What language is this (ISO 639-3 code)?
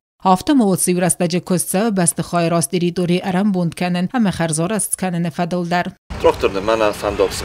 oss